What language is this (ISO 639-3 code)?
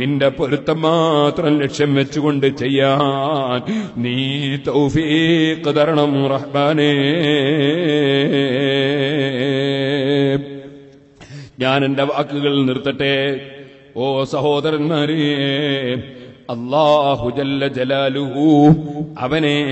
mal